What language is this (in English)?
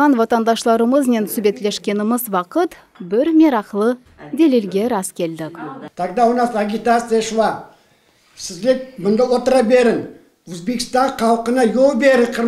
Crimean Tatar